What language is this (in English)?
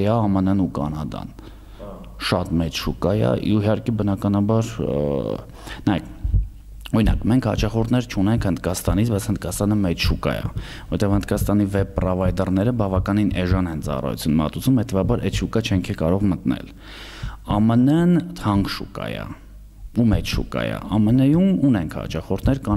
Armenian